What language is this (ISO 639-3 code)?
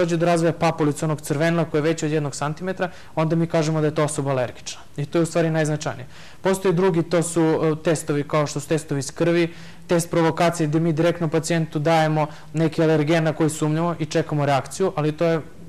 srp